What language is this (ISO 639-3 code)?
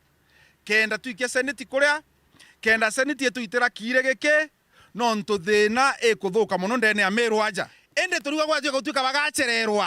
mer